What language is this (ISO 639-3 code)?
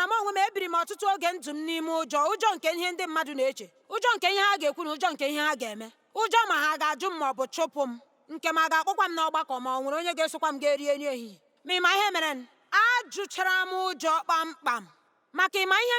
ibo